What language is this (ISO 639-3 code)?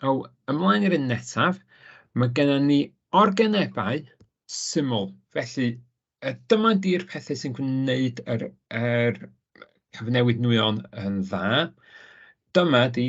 cym